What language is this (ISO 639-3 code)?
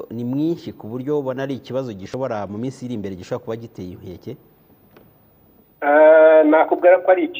kin